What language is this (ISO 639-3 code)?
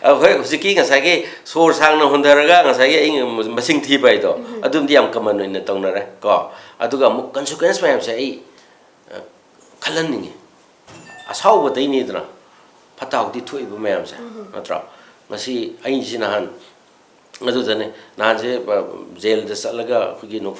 mni